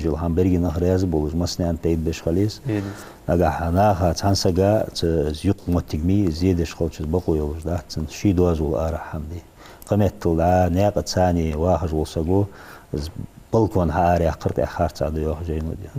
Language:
Ingush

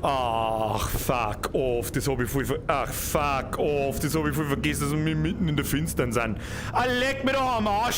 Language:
Bavarian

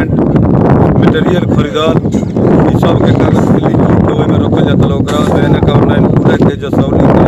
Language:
Bhojpuri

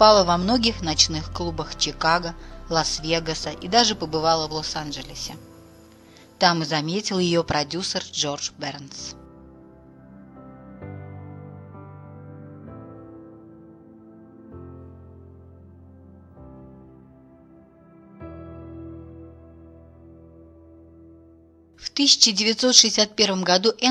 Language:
Russian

